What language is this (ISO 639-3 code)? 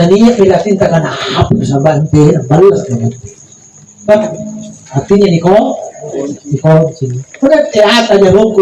mak